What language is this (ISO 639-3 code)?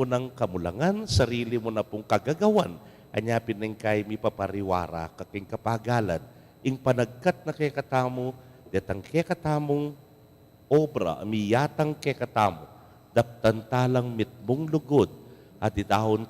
pam